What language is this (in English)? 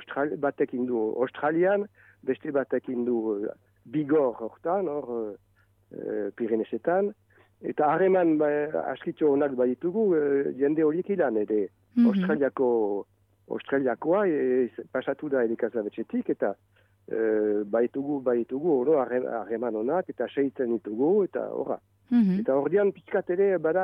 Basque